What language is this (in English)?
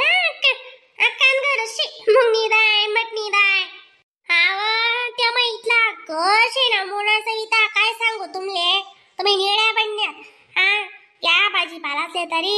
Khandesi